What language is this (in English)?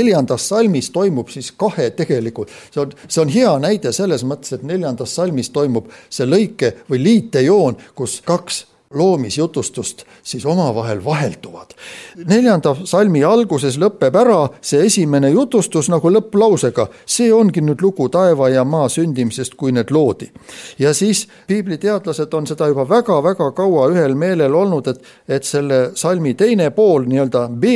Estonian